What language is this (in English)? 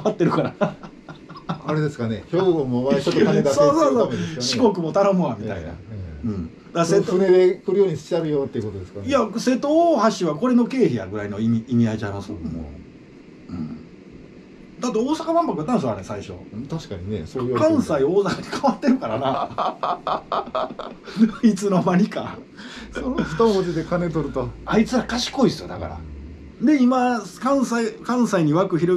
Japanese